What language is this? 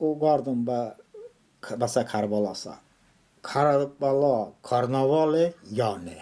Talysh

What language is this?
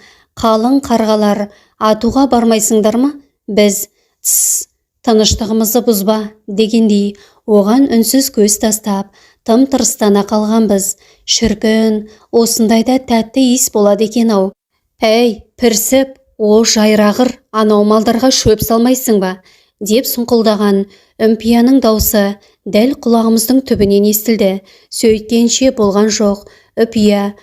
Kazakh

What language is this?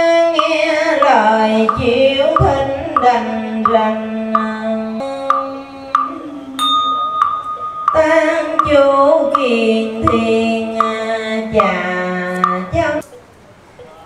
Vietnamese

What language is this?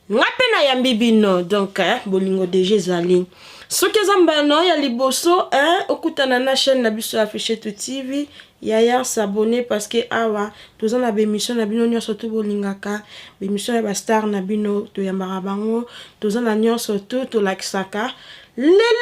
Lingala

